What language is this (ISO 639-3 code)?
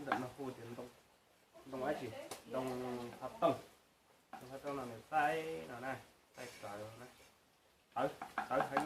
hmn